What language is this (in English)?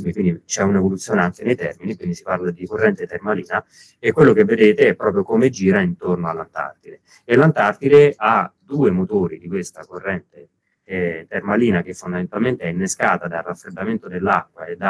Italian